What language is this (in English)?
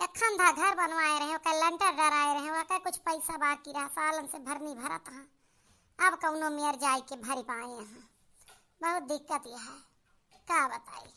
Awadhi